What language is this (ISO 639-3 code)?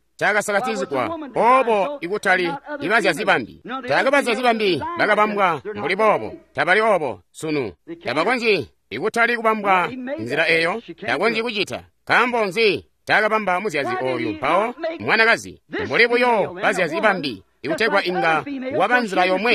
toi